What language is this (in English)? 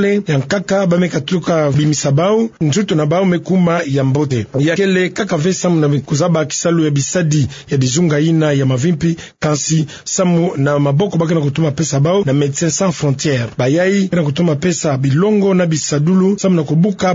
Kituba (Democratic Republic of Congo)